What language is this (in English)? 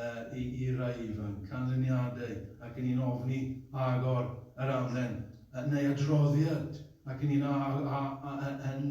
Welsh